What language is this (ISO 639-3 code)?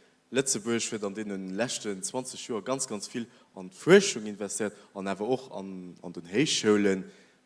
ltz